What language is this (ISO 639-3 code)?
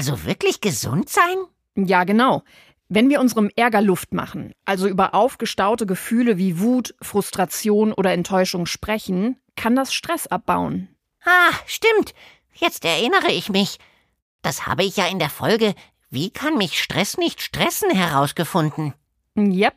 deu